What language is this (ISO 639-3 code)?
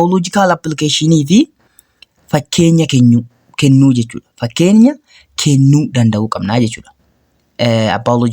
orm